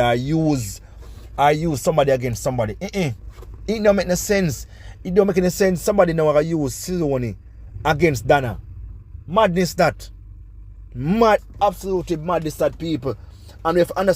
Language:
Jamaican Creole English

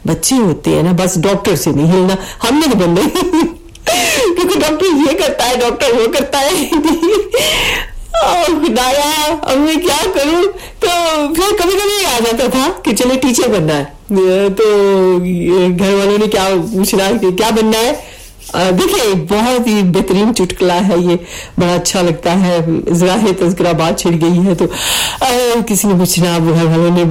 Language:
Urdu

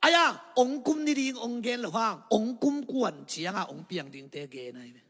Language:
Tedim Chin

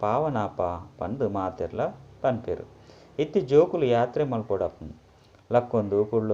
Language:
Tulu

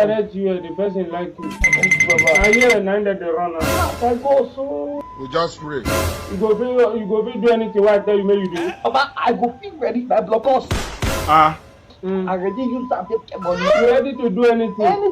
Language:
Nigerian Pidgin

